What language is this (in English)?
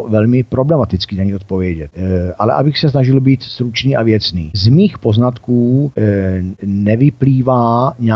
Czech